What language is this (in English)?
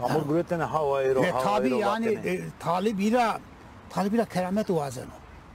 Zaza